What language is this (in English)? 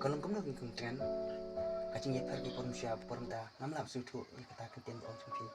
Khasi